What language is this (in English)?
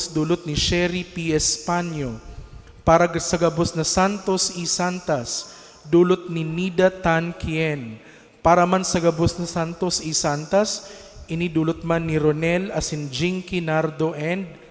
Bikol